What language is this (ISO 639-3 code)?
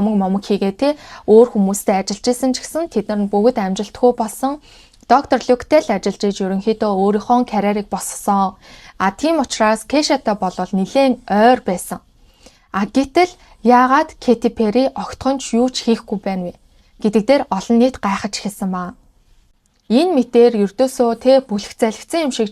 mon